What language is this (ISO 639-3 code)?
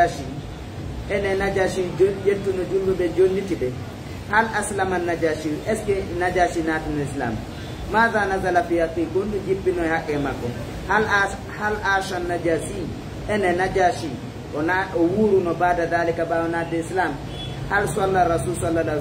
ful